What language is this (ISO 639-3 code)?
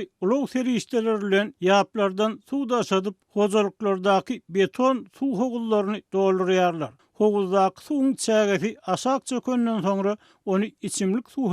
tuk